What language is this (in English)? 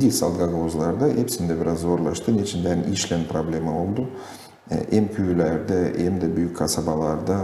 Gagauz